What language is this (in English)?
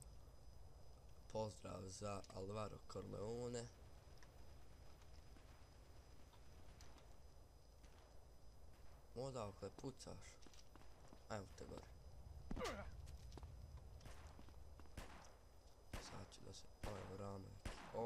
Bosnian